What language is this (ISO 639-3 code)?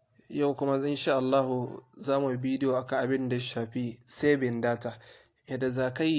hau